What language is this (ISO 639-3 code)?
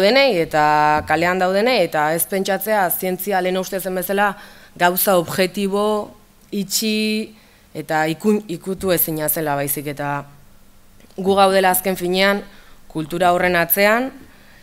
eus